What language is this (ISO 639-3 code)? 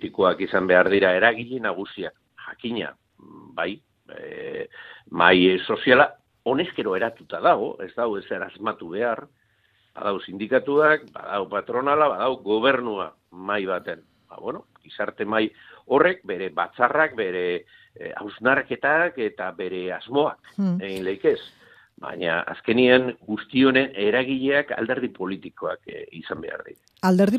eus